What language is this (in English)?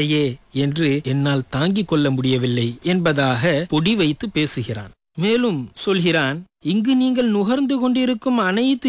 Tamil